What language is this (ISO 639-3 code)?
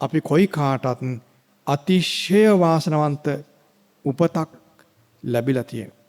sin